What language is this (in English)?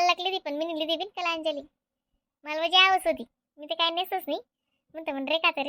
Khandesi